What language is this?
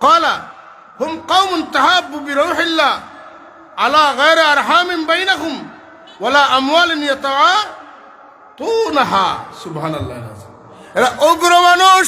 Sylheti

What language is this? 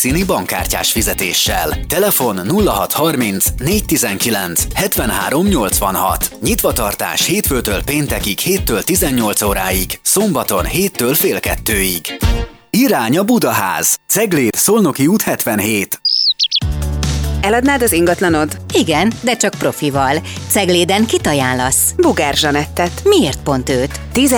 Hungarian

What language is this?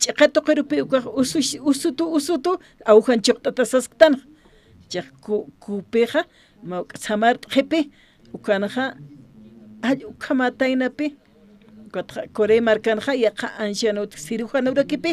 Aymara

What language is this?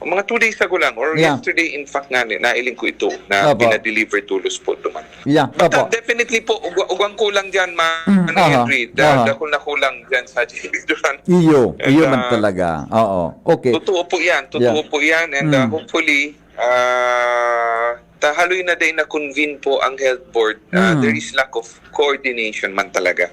Bikol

